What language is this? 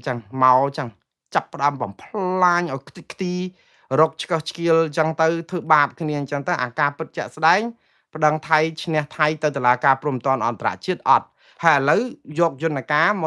Khmer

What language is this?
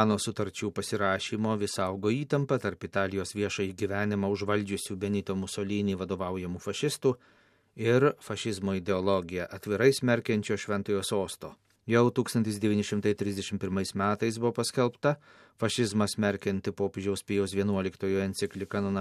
Lithuanian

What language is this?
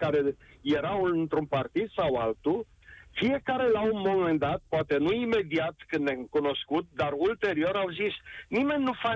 Romanian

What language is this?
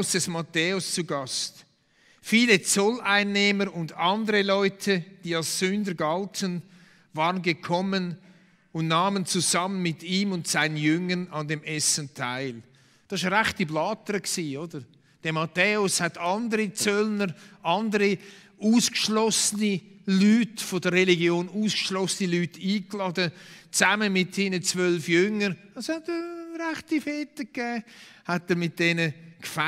Swiss German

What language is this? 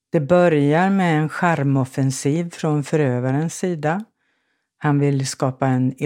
Swedish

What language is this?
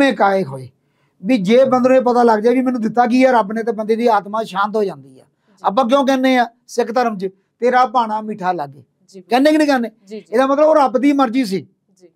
Punjabi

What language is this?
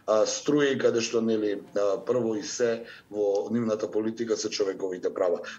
Macedonian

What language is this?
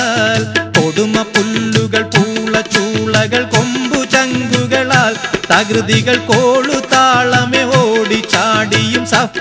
Malayalam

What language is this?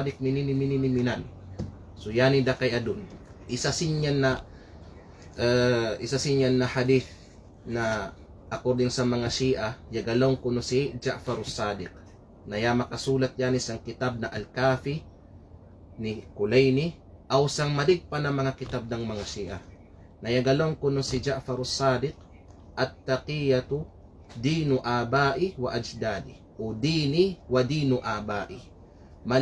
Kalagan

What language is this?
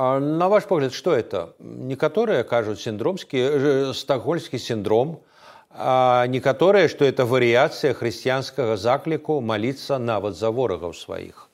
Belarusian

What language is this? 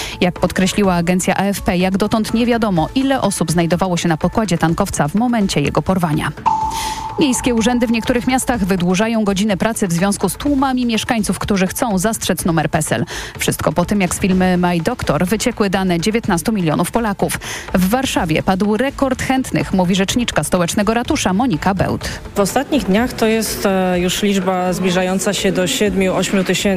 Polish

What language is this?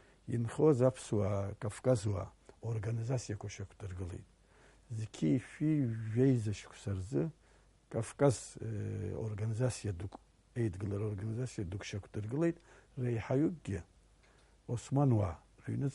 Abkhazian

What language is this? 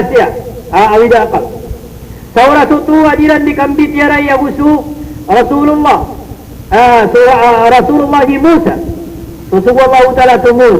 Maranao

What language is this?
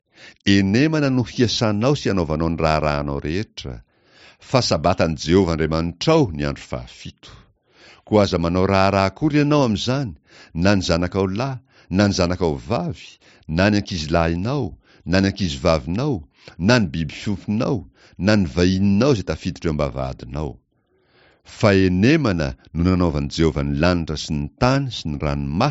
Malagasy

